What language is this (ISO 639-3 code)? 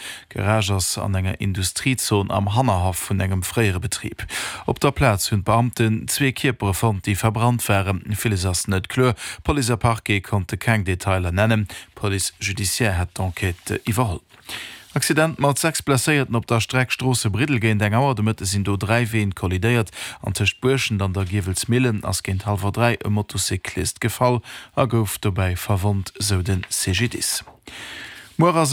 ltz